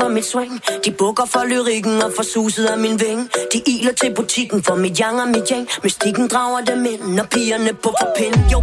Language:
Danish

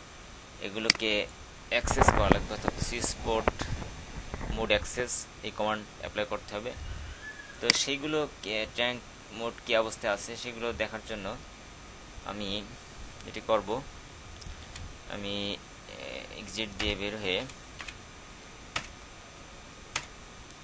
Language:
Bangla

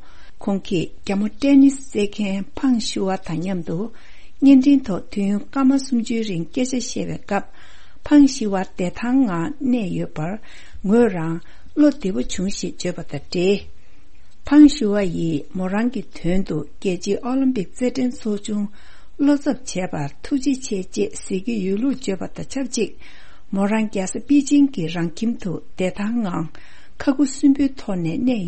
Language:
Tibetan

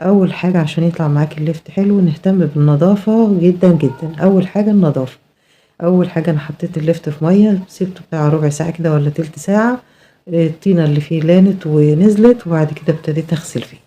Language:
Egyptian Arabic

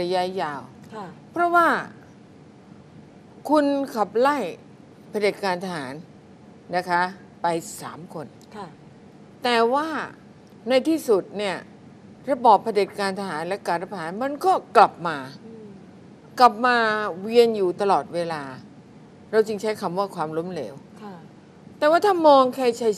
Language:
Thai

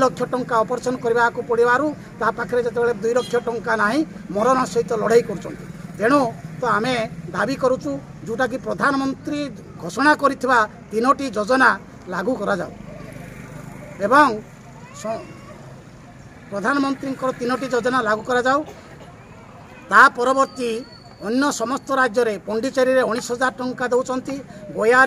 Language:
Odia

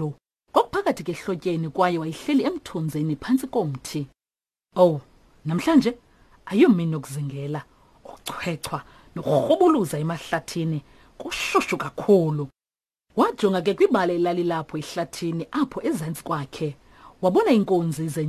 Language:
Xhosa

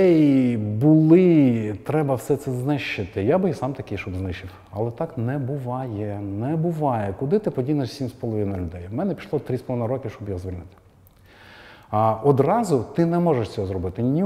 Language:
Ukrainian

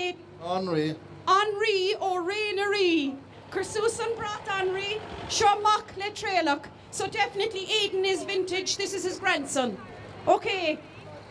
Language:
Irish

